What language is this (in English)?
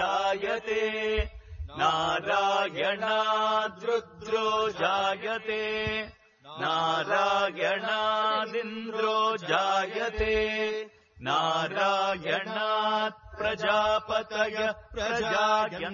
Sanskrit